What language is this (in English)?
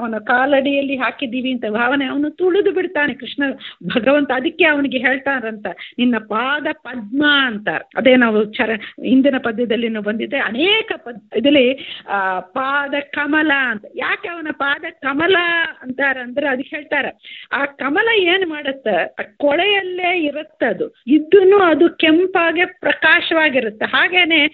Kannada